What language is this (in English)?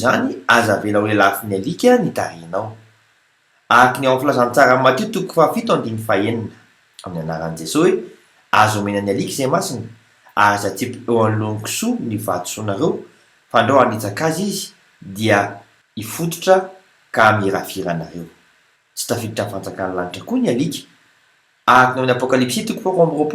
Malagasy